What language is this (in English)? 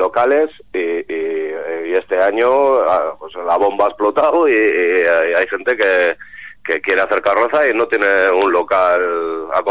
Spanish